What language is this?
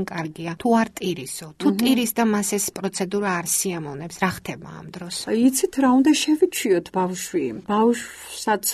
Georgian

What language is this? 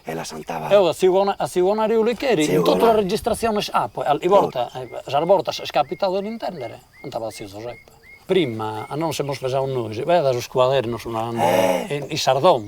Sardinian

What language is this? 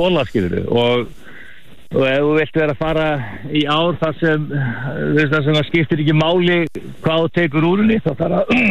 Icelandic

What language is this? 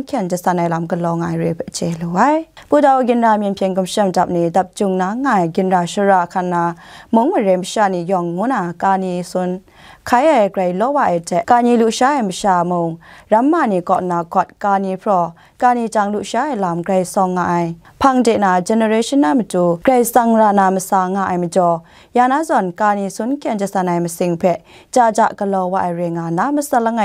Kachin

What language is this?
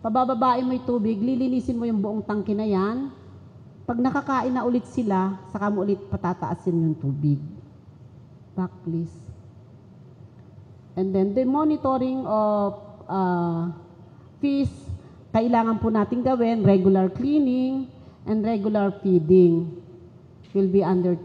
Filipino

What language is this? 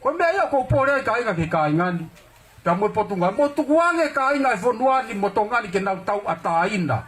Tongan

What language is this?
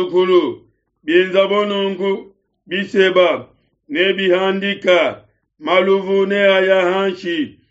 Luba-Lulua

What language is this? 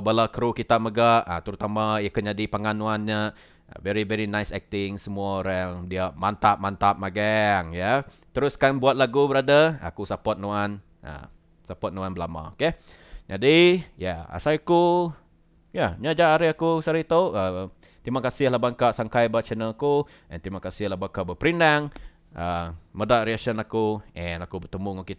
Iban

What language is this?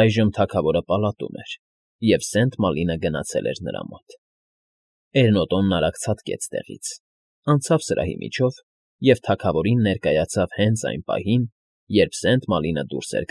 Armenian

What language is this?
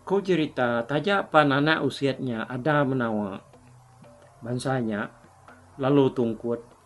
Iban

